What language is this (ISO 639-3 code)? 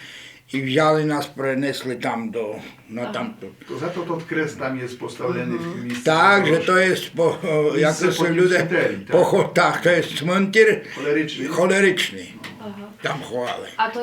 rue